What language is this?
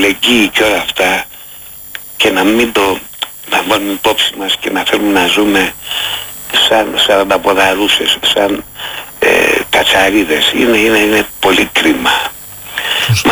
Greek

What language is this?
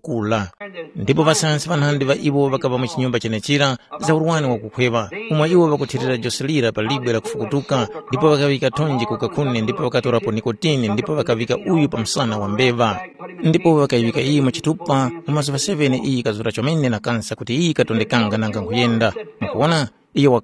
Tumbuka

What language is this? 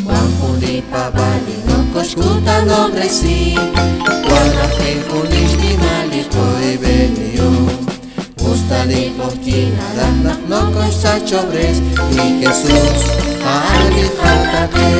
Kekchí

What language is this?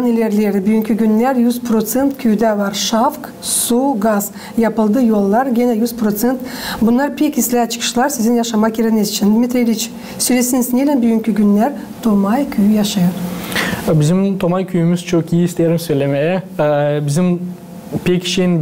Gagauz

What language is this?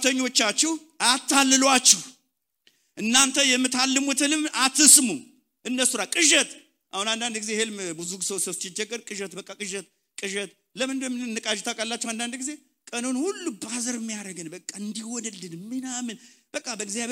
Amharic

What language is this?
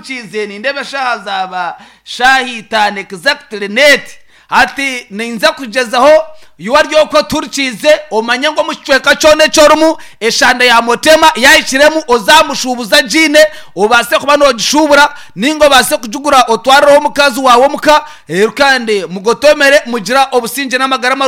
Nyankole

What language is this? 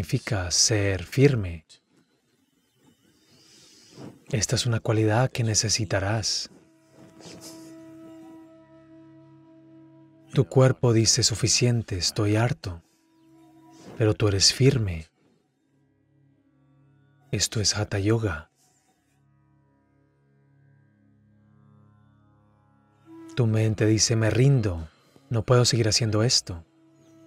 Spanish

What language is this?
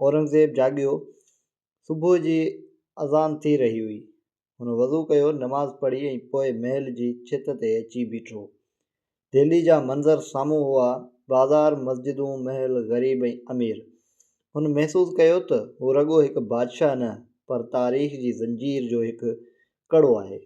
Sindhi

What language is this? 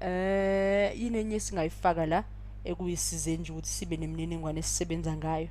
Zulu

